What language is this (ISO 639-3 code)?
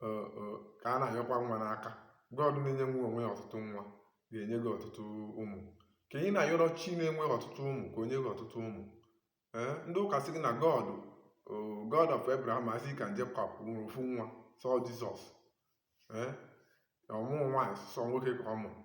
ibo